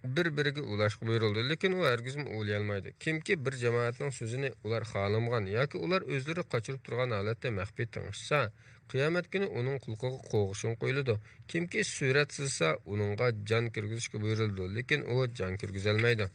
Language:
Uyghur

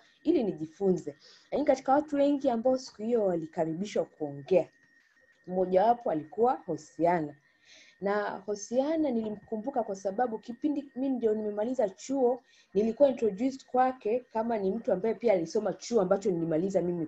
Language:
Swahili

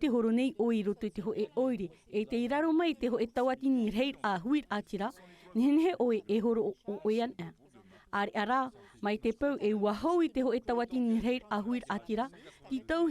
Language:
Tahitian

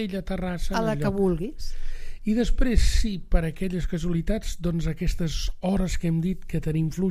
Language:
Catalan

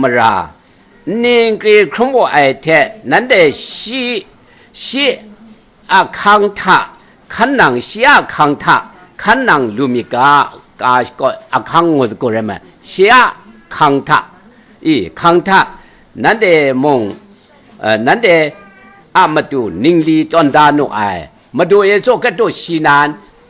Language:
Kachin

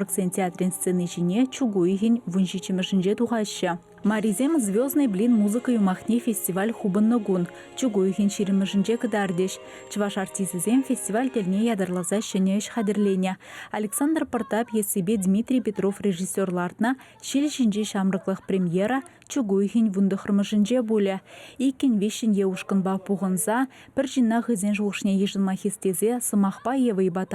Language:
Chuvash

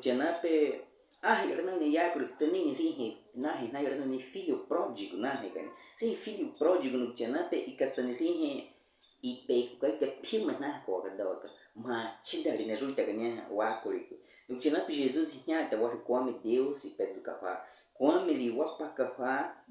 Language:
Baniwa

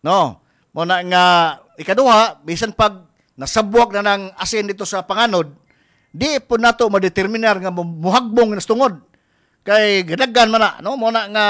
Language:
Cebuano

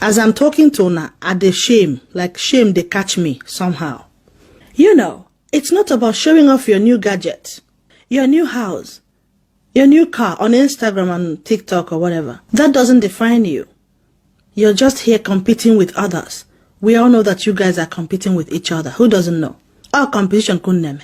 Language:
Nigerian Pidgin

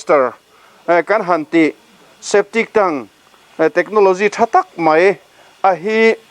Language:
Mizo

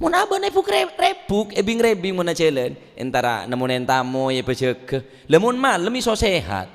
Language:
Madurese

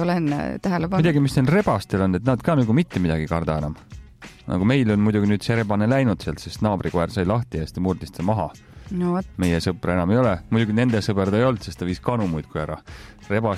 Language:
Estonian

